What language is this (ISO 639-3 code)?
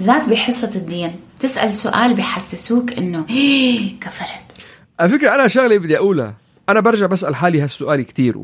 apc